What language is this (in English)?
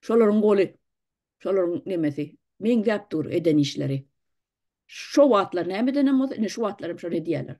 Turkmen